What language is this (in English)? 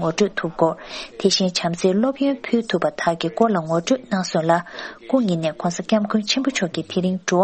Tibetan